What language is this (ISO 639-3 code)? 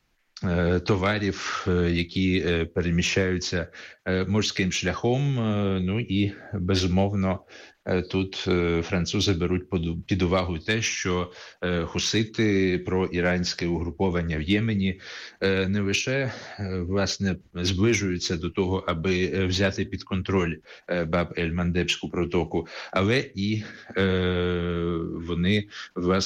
ukr